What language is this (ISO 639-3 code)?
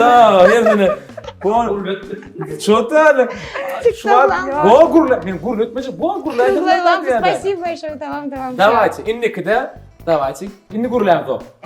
tuk